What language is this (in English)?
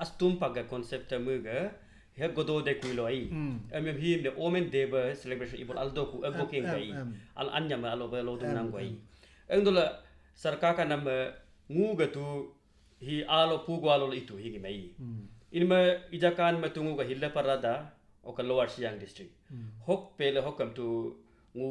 Galo